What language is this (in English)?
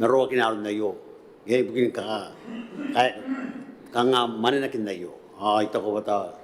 Gilbertese